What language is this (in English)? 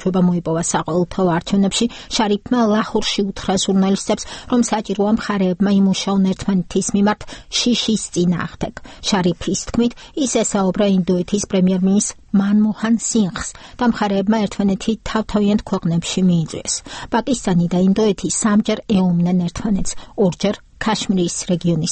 Georgian